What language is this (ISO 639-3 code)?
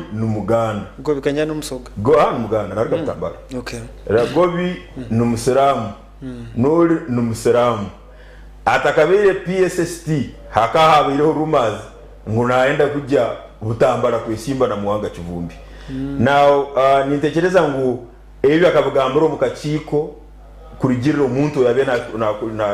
nyn